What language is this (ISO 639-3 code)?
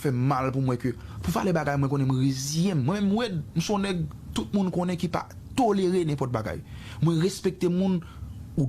hat